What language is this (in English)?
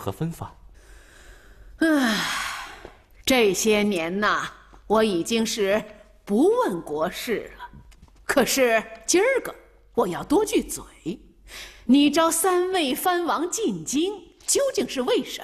Chinese